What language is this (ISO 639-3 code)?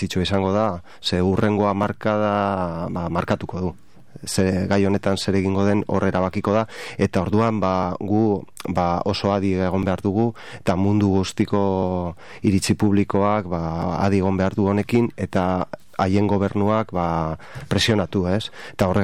eus